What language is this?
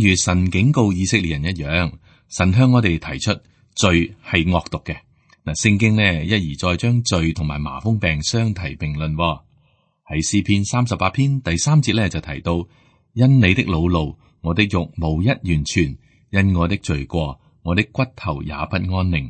Cantonese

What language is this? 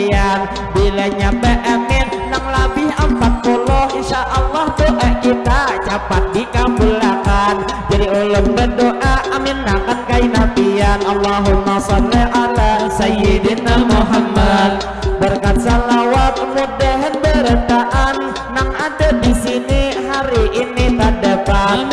Banjar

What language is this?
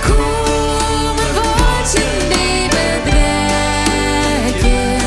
Plautdietsch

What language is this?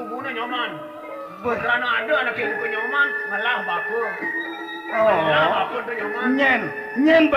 Balinese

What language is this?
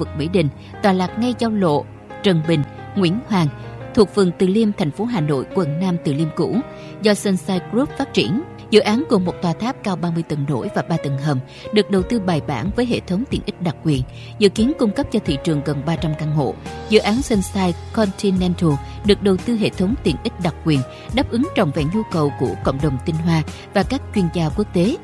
Vietnamese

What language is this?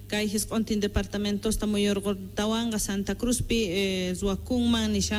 South Bolivian Quechua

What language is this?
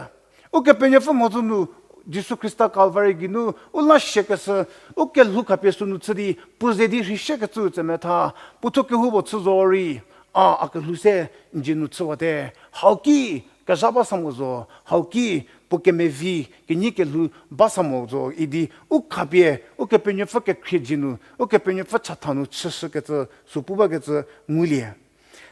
Angami Naga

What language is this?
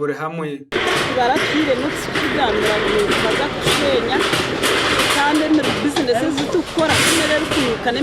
Nyankole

